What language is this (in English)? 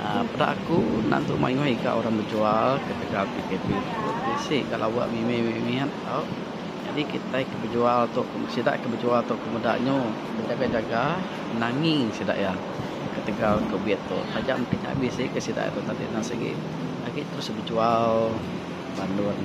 Iban